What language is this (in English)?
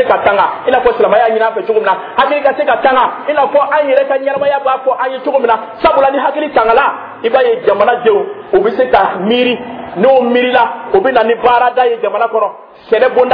Dyula